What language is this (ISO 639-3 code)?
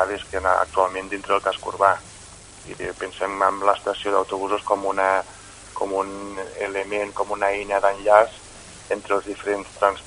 cat